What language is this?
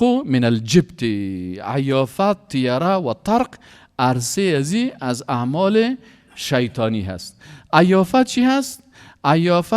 Persian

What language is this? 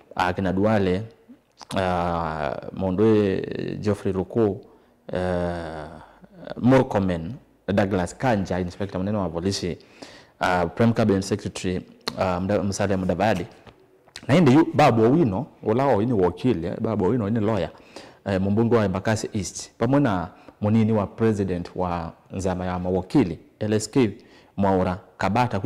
Kamba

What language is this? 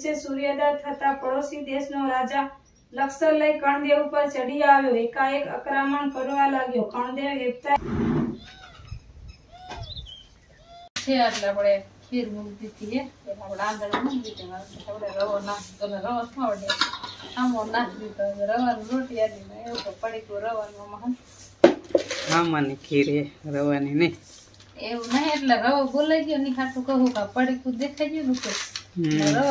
Gujarati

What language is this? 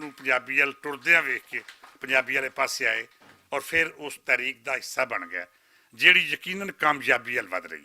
Western Panjabi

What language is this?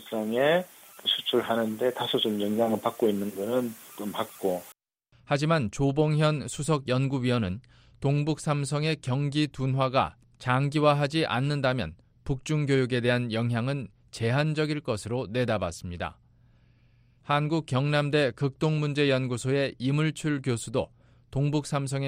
Korean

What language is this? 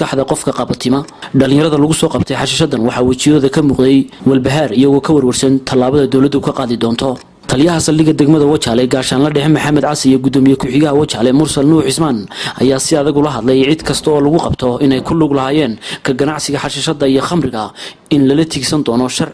Somali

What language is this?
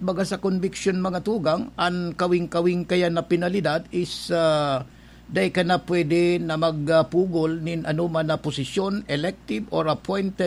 Bikol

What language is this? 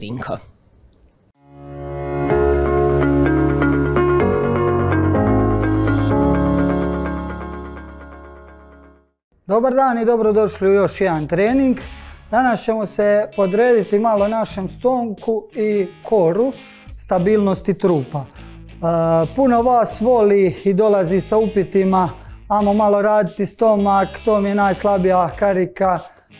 Croatian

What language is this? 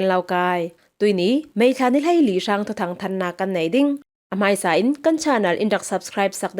Falam Chin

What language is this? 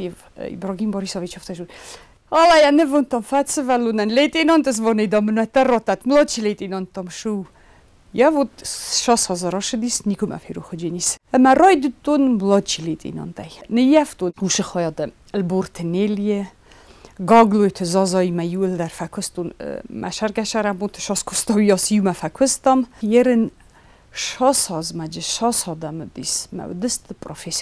Ossetic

